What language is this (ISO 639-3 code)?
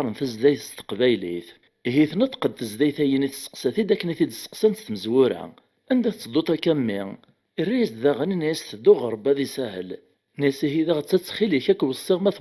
kab